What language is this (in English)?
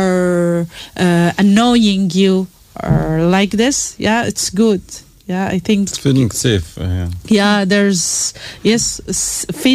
Icelandic